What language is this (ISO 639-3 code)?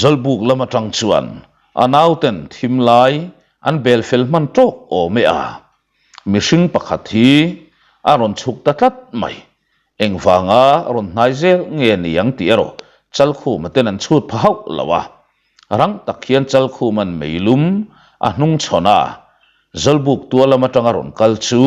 lus